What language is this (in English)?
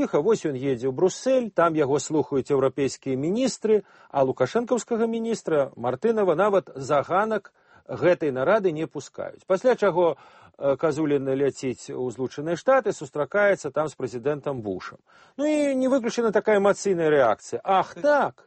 Belarusian